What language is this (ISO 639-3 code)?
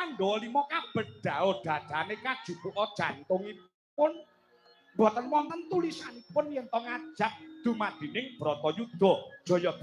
jav